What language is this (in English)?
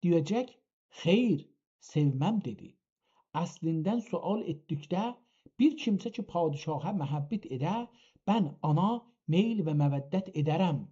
South Azerbaijani